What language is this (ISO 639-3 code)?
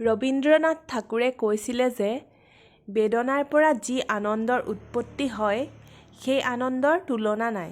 asm